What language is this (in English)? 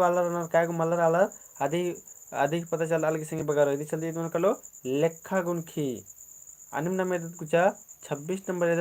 Kurukh